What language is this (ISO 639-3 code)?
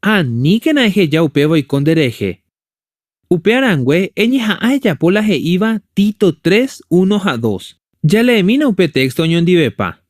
grn